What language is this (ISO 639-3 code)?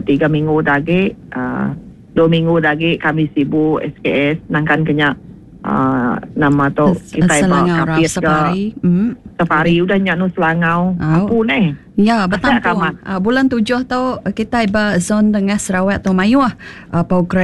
iba